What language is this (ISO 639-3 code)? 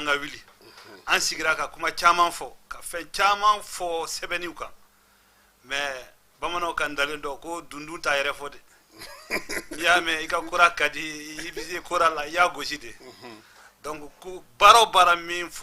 bam